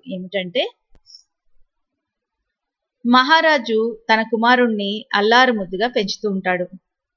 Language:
Telugu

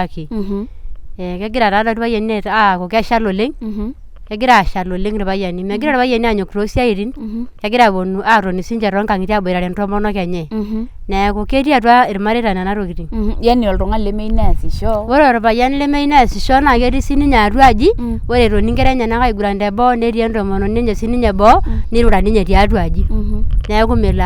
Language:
Masai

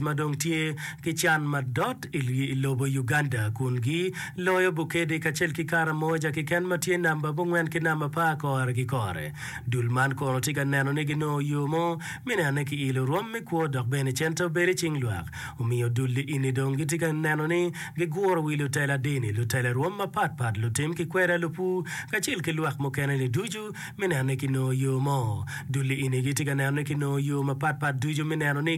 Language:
Acoli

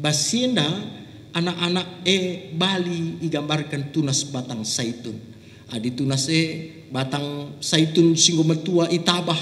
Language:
Batak Karo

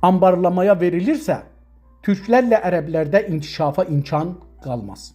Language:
South Azerbaijani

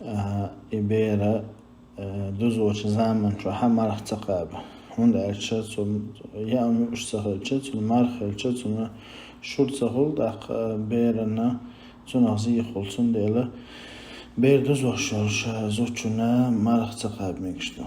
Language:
Chechen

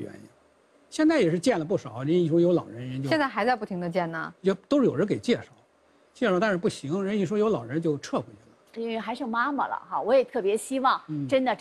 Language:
Chinese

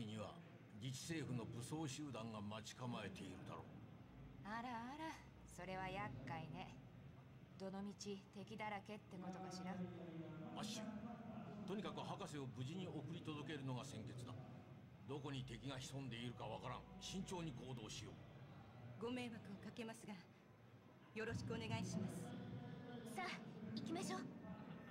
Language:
Japanese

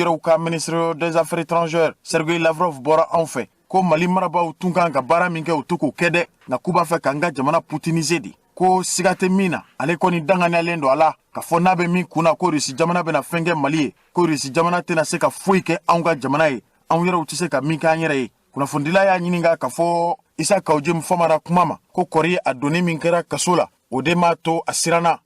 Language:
Bambara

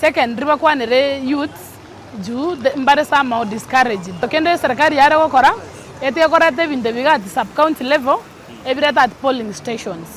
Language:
Gusii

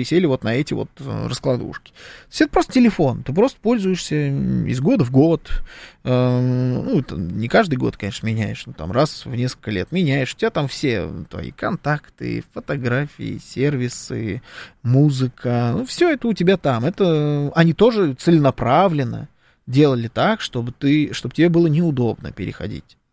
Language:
Russian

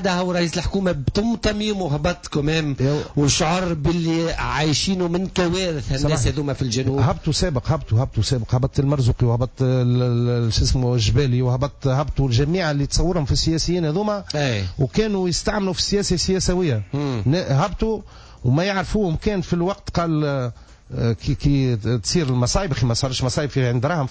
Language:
Tunisian Arabic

